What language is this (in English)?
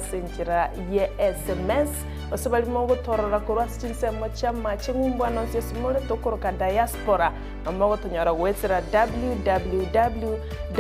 Gusii